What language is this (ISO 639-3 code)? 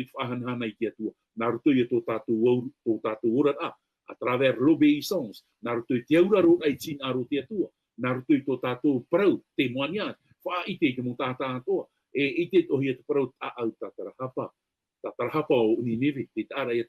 tah